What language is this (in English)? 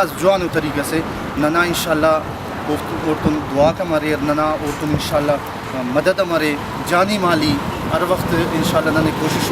Brahui